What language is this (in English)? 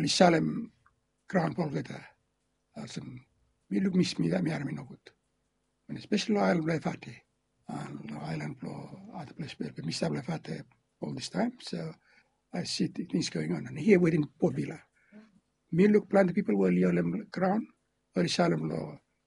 Bislama